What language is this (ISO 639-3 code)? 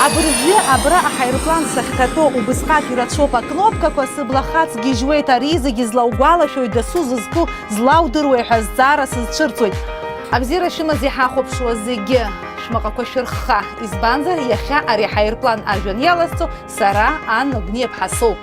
abk